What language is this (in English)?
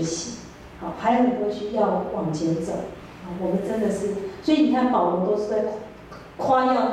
Chinese